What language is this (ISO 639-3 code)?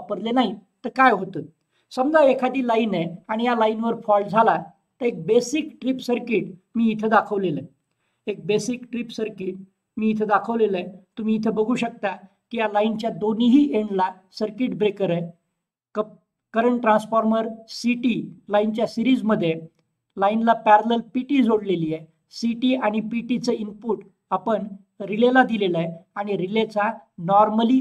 mar